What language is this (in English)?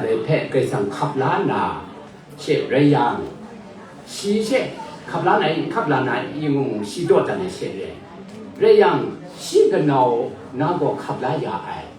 Kachin